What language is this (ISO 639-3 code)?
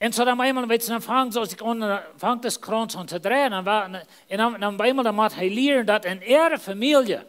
pdt